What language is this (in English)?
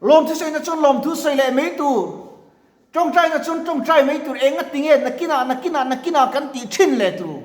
Mizo